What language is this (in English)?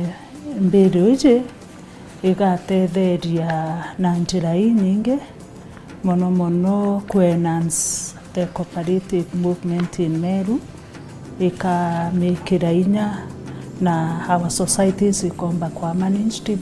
Meru